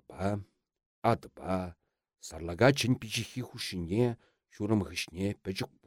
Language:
Chuvash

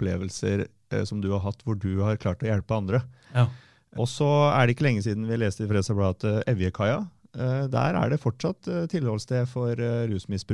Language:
Norwegian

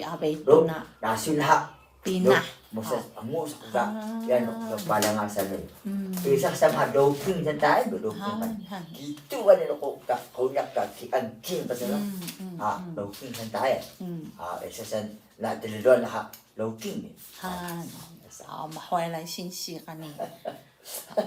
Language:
Atayal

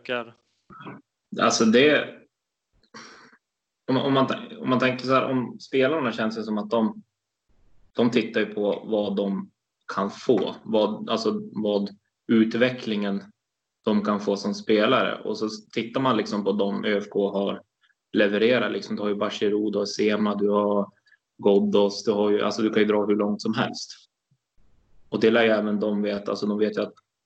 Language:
Swedish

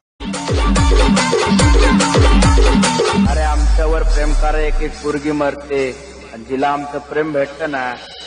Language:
Marathi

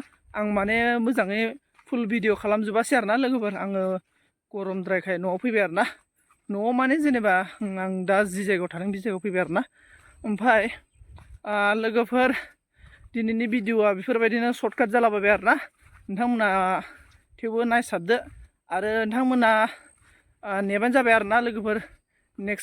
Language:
Bodo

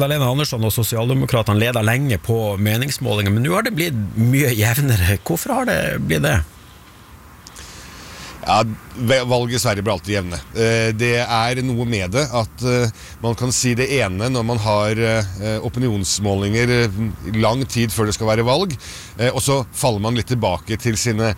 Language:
Norwegian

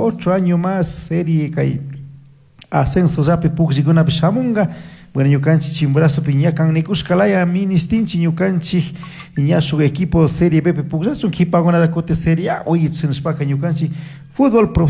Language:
Chimborazo Highland Quichua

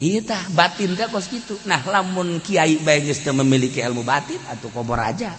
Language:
Sundanese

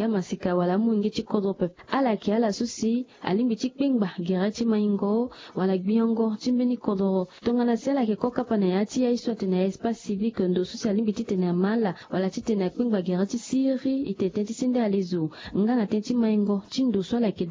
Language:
Sango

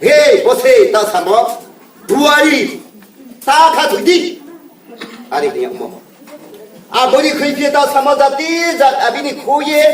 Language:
Riang (India)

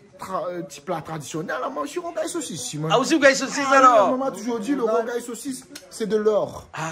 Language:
Réunion Creole French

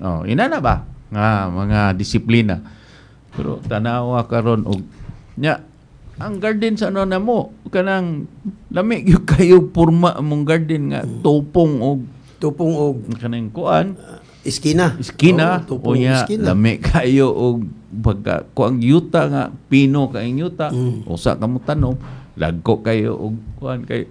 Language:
Cebuano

